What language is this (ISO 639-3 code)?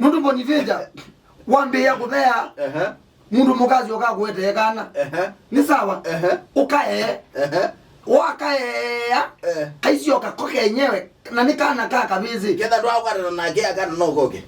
kam